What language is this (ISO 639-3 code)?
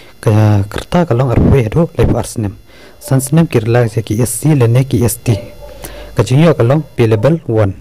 kha